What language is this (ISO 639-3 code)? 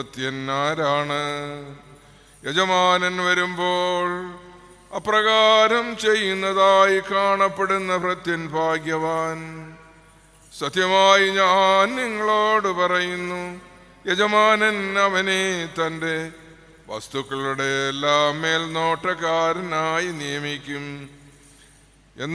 mal